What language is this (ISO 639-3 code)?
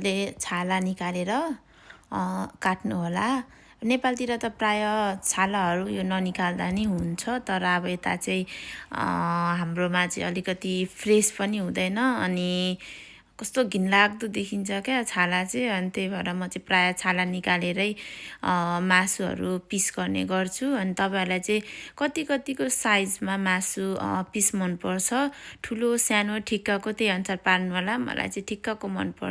nep